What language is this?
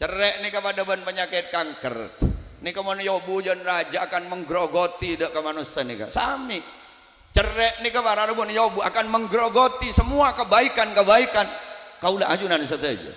Madurese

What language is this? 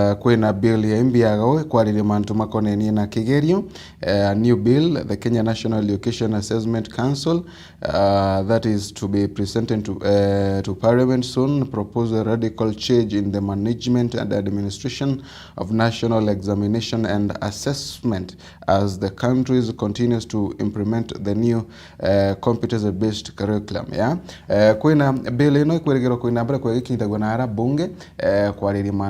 Meru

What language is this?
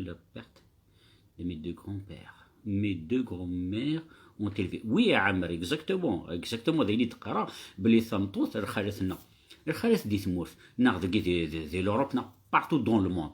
Kabyle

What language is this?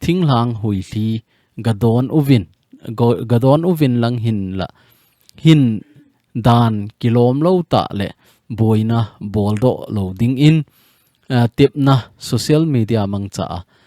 Thado Chin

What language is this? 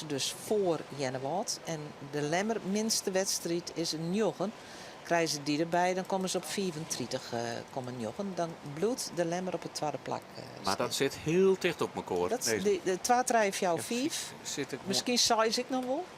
Western Frisian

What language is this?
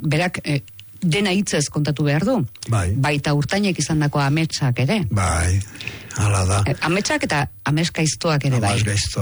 Basque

